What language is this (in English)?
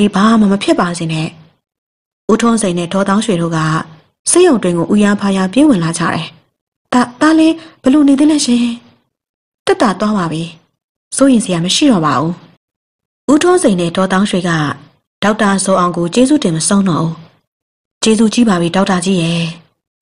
Burmese